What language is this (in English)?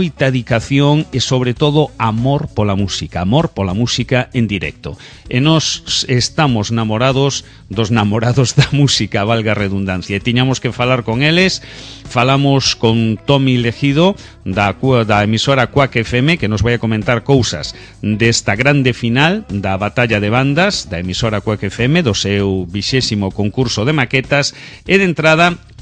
Galician